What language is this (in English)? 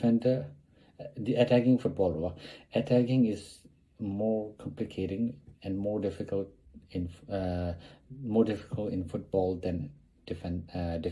Tibetan